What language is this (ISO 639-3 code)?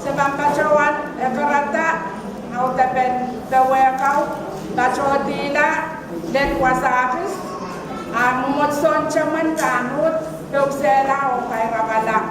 pon